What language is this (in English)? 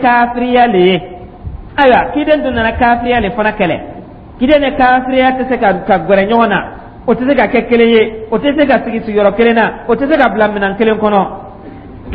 Dyula